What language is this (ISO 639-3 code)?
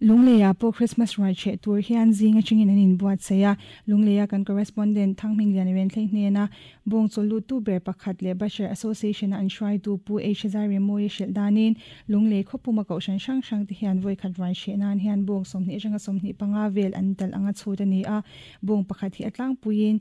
lus